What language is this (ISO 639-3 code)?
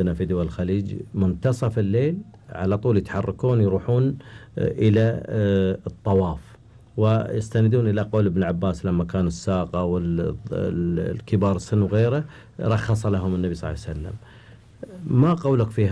afb